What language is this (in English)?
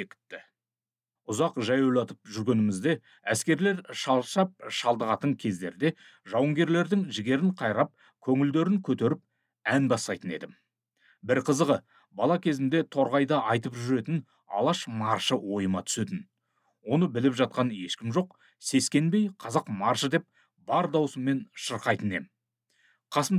Kazakh